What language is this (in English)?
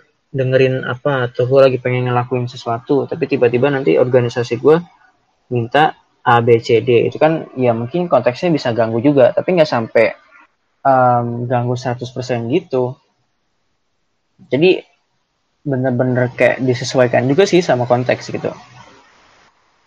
Indonesian